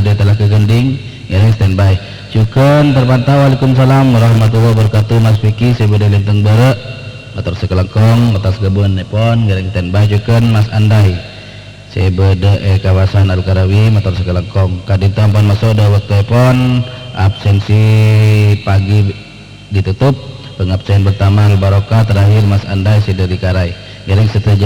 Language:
Madurese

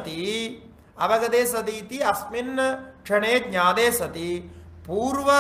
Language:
Sanskrit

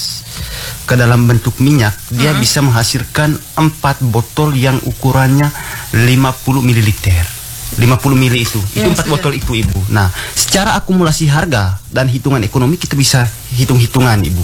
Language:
Indonesian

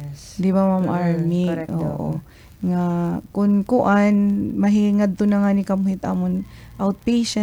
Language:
Waray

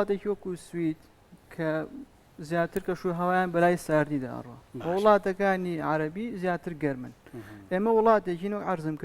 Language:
Central Kurdish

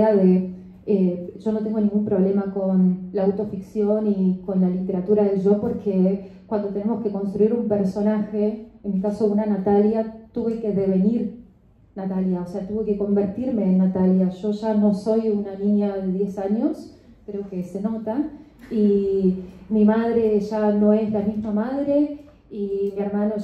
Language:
Spanish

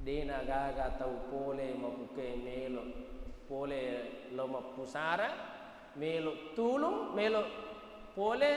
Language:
Buginese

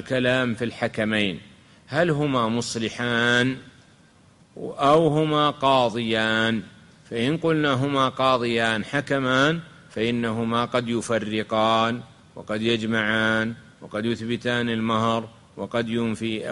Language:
Arabic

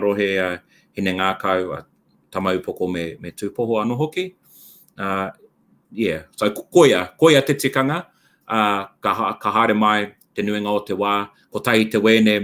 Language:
Māori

